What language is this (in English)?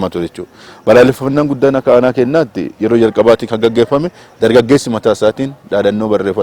Oromo